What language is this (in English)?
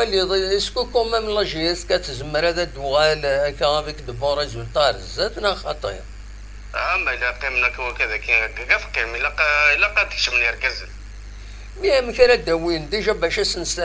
Kabyle